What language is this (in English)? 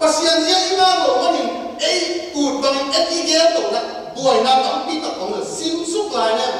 Tedim Chin